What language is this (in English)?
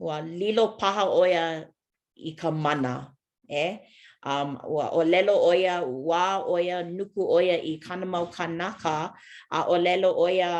Hawaiian